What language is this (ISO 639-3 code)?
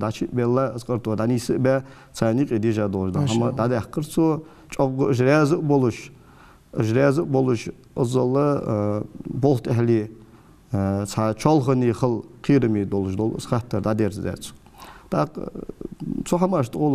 inh